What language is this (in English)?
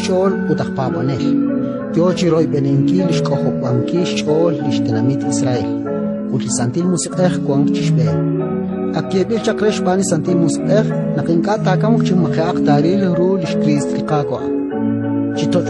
Kekchí